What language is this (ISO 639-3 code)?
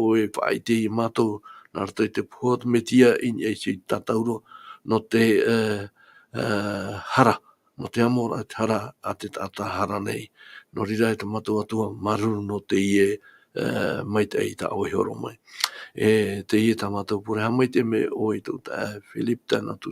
tah